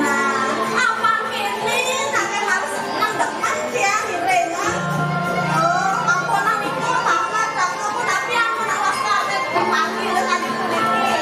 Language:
Balinese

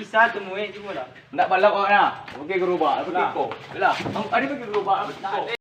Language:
Minangkabau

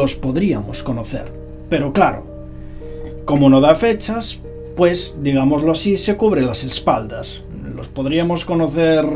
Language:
Spanish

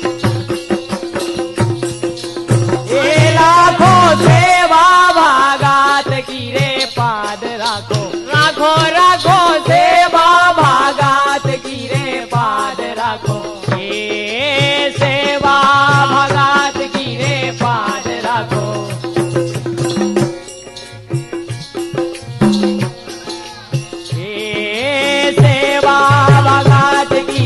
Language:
Bundeli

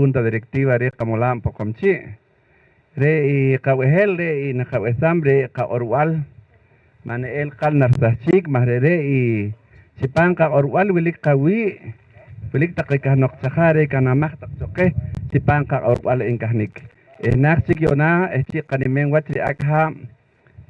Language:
Poqomchi'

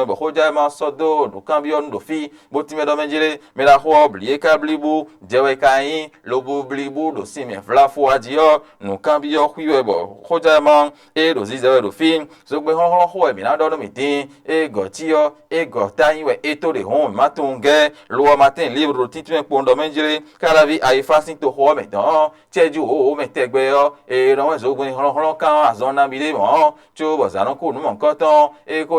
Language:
Fon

